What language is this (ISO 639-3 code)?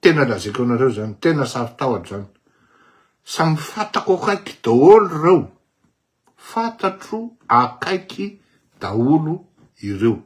mlg